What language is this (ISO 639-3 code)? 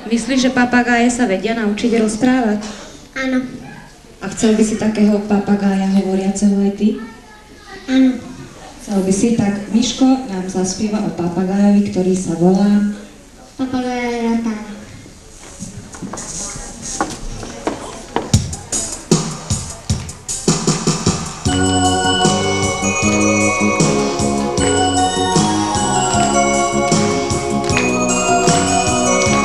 slk